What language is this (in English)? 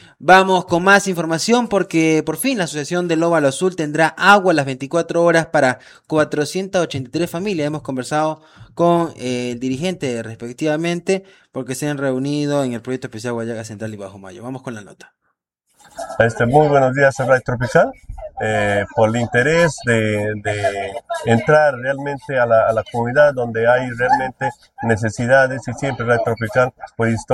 Spanish